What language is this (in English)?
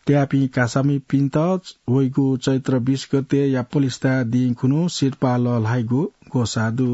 Newari